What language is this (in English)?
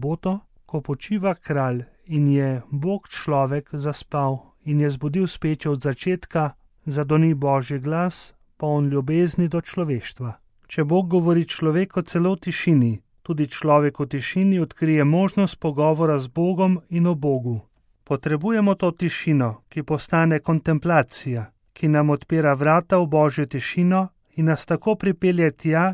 Slovenian